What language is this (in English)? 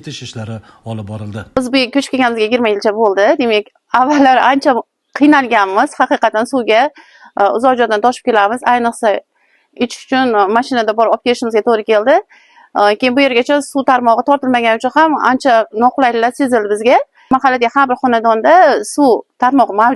Uzbek